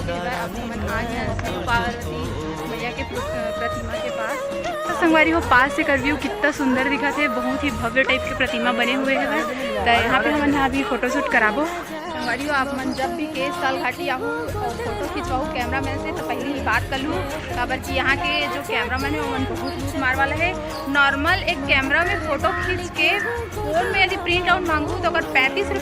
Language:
Chhattisgarhi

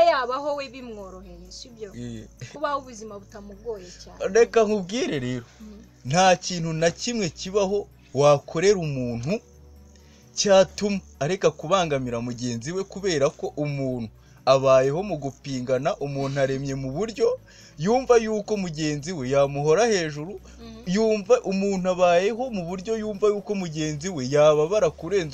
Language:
Kinyarwanda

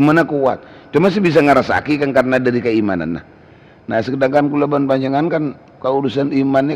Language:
Madurese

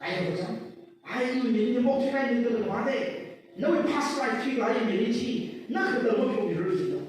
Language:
Tangkhul Naga (India)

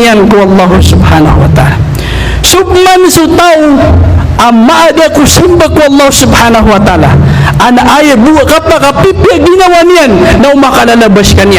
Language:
Maranao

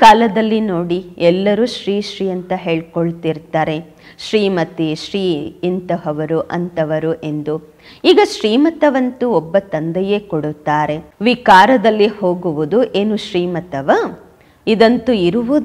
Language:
Kannada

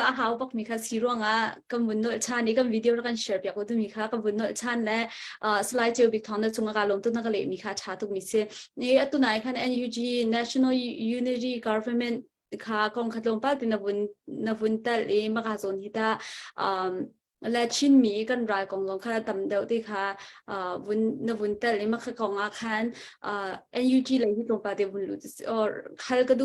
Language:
Hakha Chin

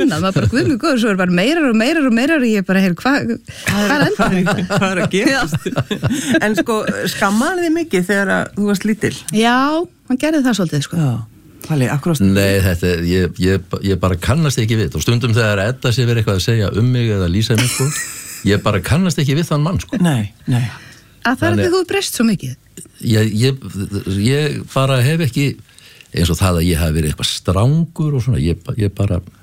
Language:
Icelandic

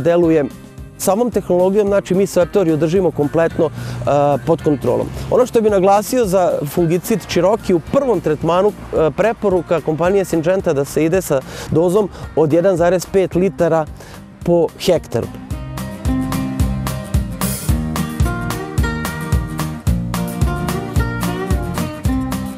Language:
Serbian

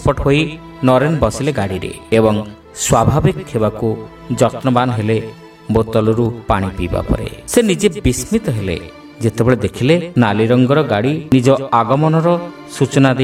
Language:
Odia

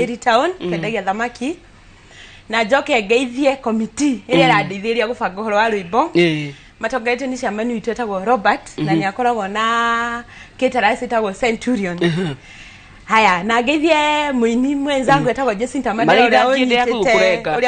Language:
Kikuyu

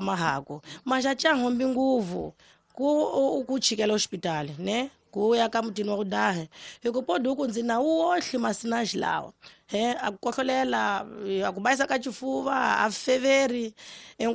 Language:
Tsonga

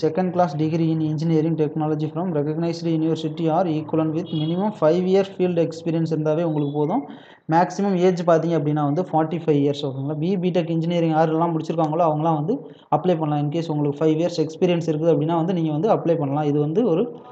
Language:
Tamil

